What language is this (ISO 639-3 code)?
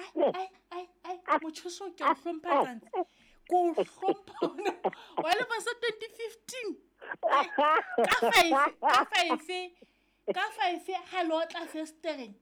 sot